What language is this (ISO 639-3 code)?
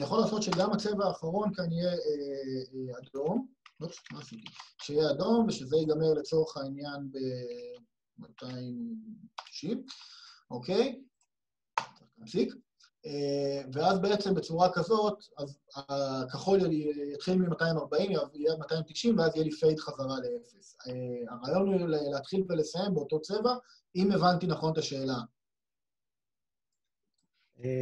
heb